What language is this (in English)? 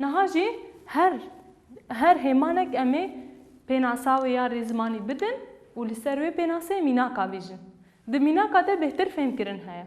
Kurdish